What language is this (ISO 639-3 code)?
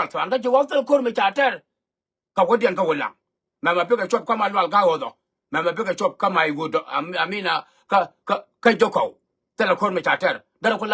nus